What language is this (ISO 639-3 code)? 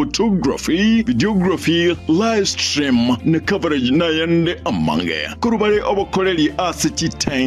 guz